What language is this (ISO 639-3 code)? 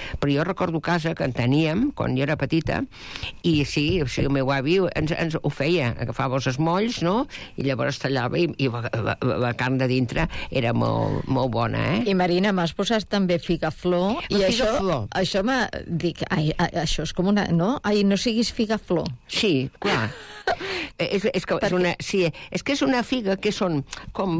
cat